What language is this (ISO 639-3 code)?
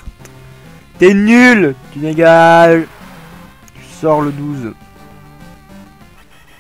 fra